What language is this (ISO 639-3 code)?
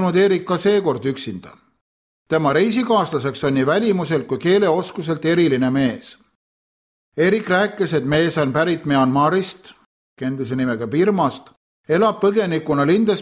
est